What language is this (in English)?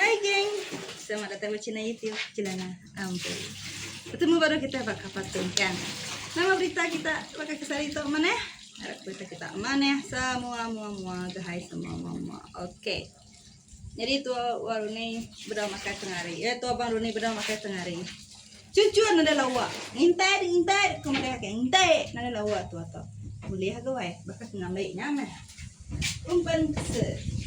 Iban